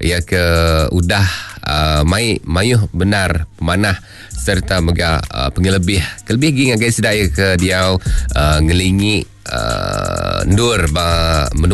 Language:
Iban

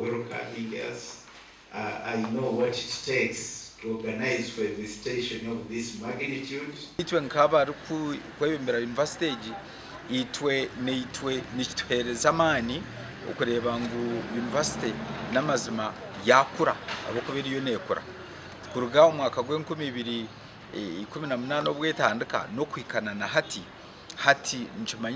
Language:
Nyankole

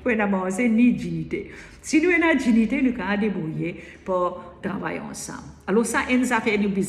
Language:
Morisyen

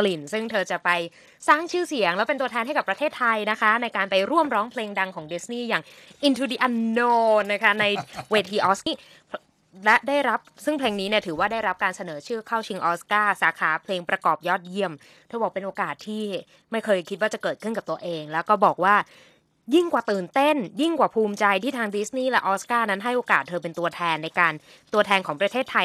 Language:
Thai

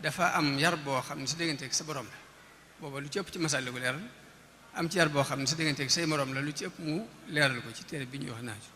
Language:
Wolof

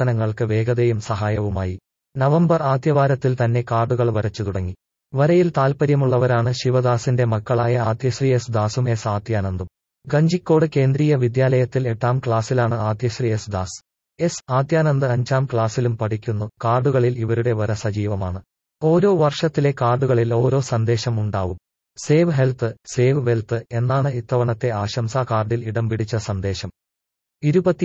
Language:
Malayalam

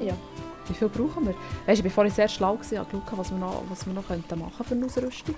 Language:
Swiss German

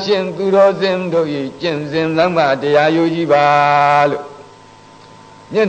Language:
Burmese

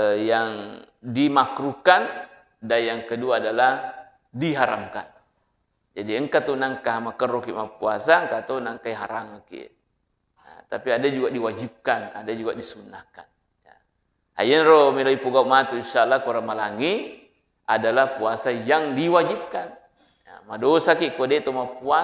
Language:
Buginese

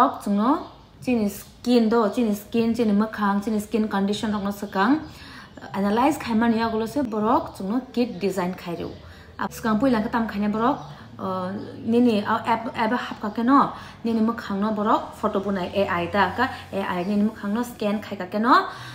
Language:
Kok Borok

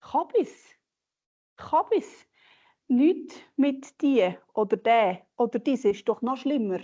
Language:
Swiss German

